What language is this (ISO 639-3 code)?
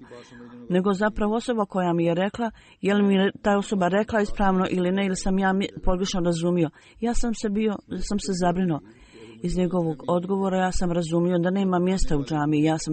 bos